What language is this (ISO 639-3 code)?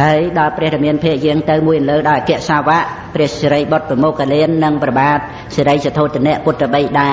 khm